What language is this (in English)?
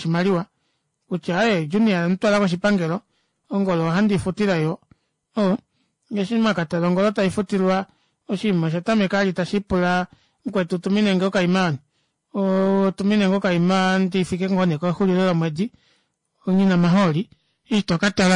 Kuanyama